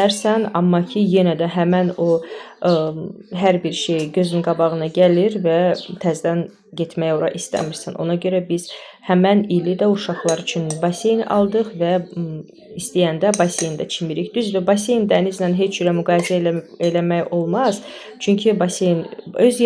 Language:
Azerbaijani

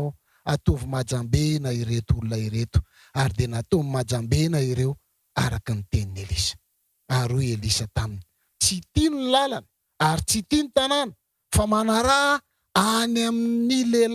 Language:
Malagasy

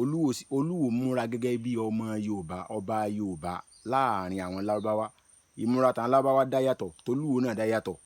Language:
Yoruba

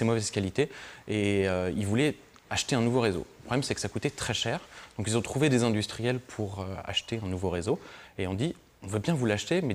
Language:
French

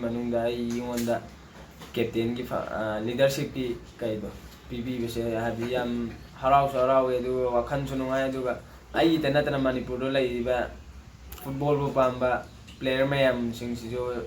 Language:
Manipuri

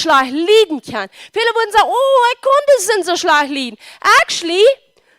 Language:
Plautdietsch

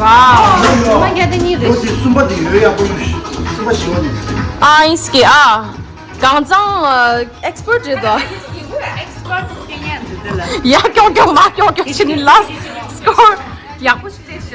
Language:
Tibetan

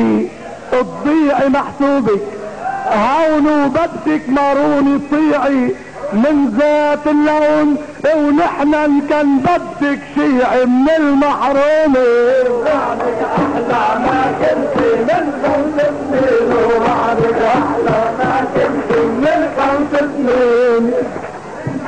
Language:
North Levantine Arabic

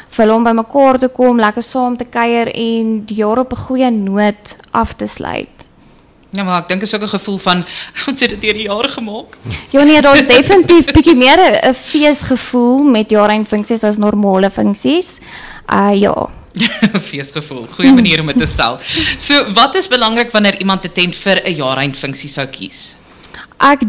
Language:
Afrikaans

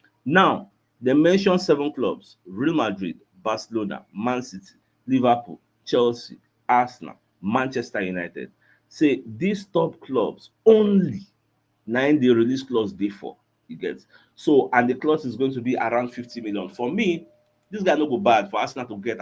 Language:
Nigerian Pidgin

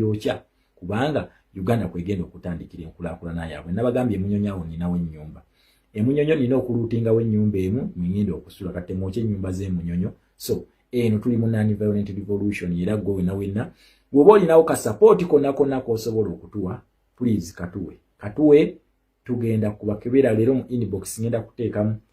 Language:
Ganda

